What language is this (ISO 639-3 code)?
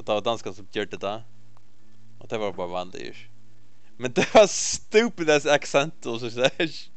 fao